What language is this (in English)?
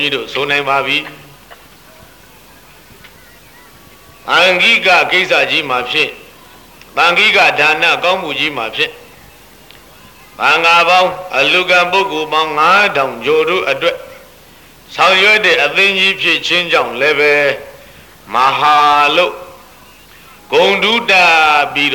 Burmese